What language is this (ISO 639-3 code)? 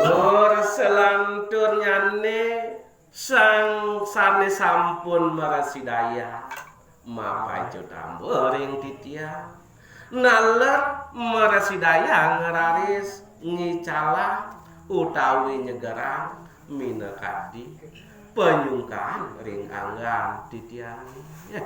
ban